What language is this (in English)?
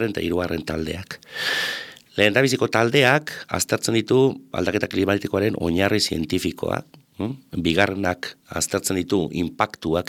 Basque